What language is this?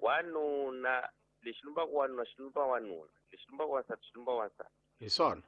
Tsonga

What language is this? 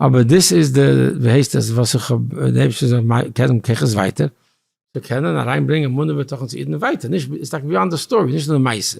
Yiddish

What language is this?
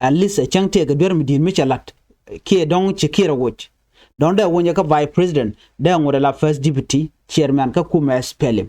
Nuer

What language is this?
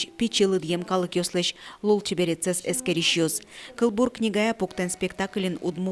Udmurt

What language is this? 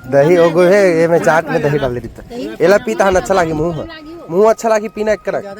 Chhattisgarhi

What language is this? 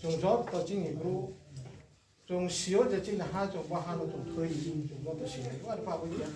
Riang (India)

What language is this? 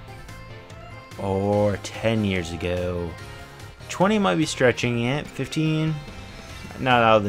English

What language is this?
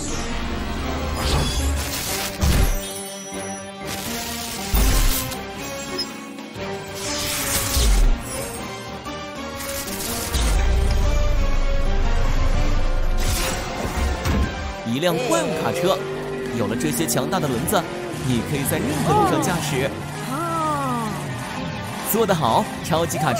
Chinese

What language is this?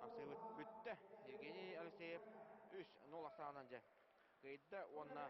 Yakut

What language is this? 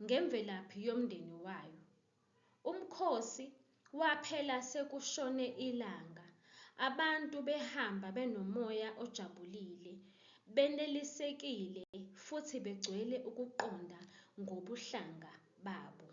Zulu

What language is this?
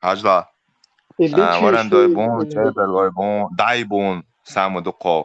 Chechen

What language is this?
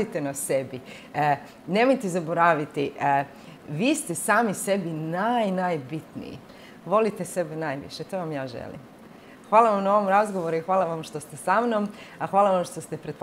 Croatian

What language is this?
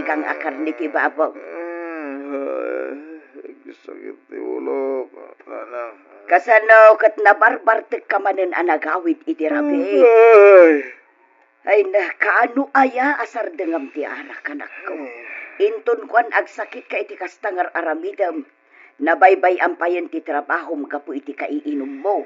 Iloko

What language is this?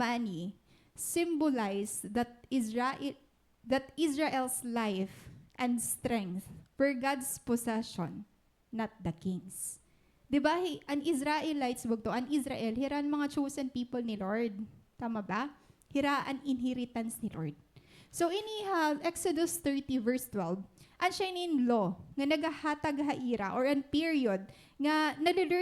Waray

